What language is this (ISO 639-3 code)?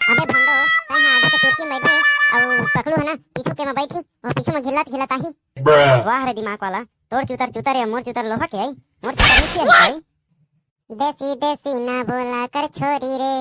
hne